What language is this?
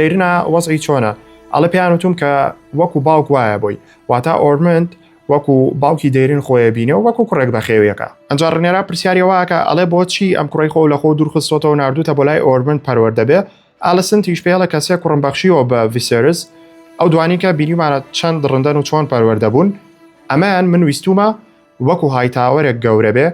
Central Kurdish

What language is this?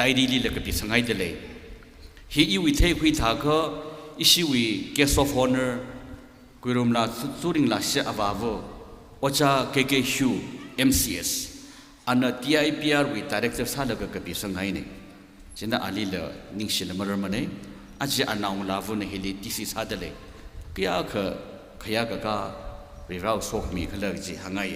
Tangkhul Naga (India)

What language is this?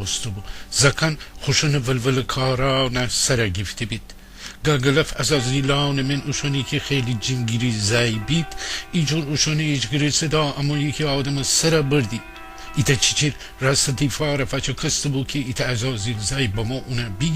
Gilaki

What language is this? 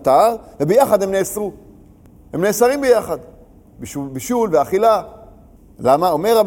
Hebrew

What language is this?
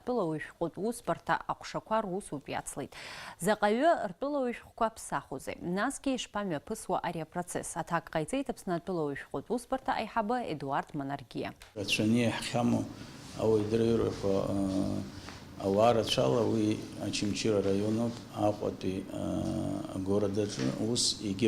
Abkhazian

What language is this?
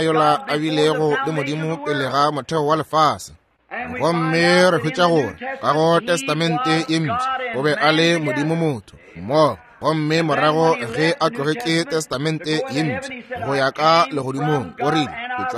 Northern Sotho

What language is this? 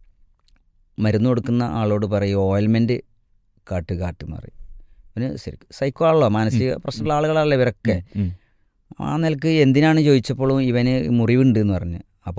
Malayalam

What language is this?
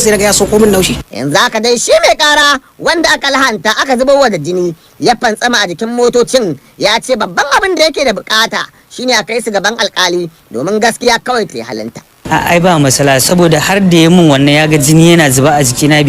Hausa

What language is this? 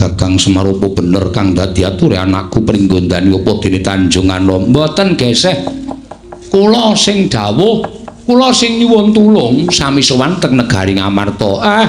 Javanese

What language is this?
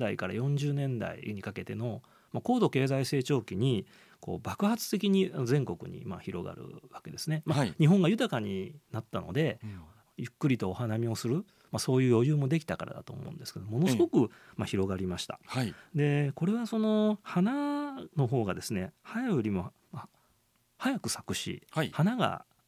Japanese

